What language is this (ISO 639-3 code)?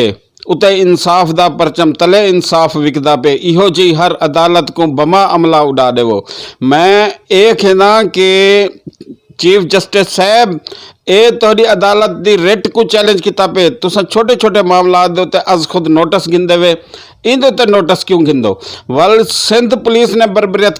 skr